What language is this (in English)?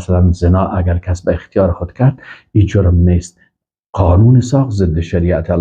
Persian